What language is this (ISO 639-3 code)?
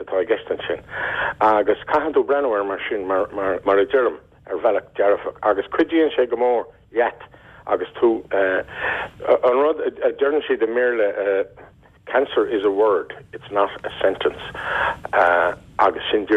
gle